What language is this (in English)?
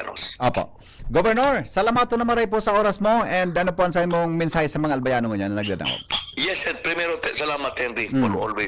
Bikol